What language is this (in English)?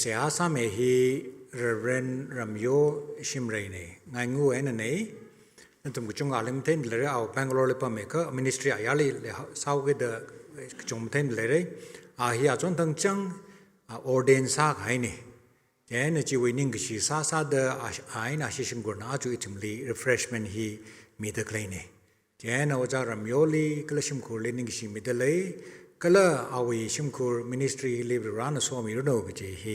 Tangkhul Naga (India)